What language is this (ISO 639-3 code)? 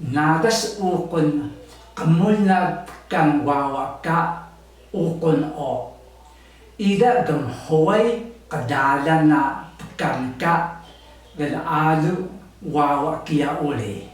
trv